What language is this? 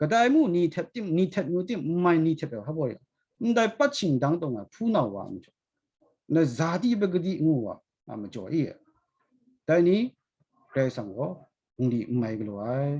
Kachin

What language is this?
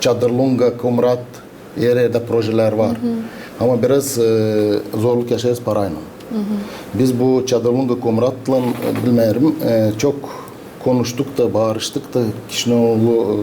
Gagauz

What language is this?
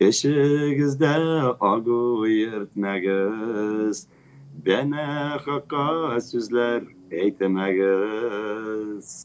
Tatar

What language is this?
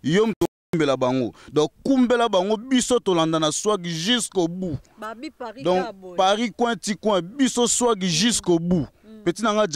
Lingala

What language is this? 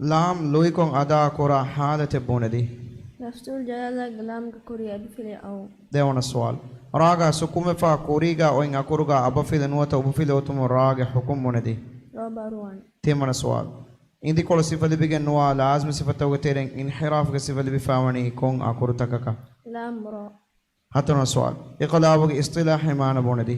Divehi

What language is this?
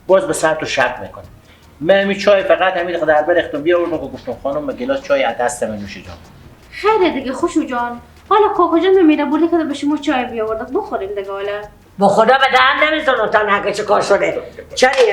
Persian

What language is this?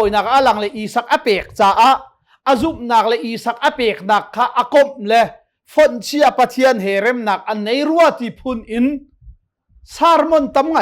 Hakha Chin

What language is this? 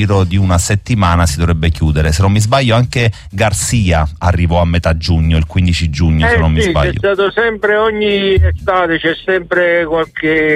Italian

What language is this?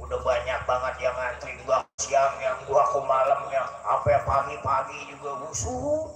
Betawi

